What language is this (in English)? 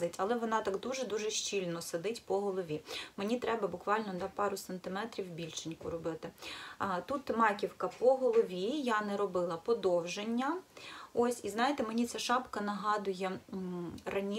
Ukrainian